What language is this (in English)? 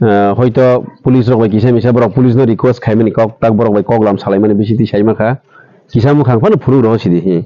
Kok Borok